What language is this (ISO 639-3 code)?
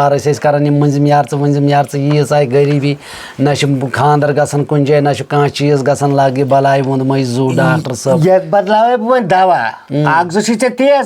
kas